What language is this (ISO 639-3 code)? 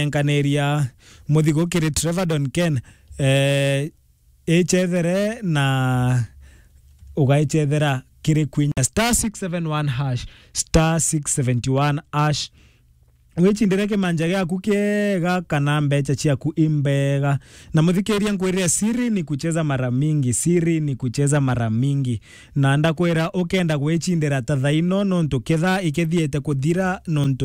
mer